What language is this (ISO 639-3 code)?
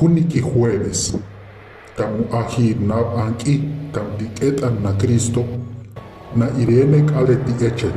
hus